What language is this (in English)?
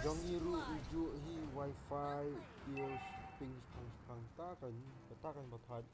Khasi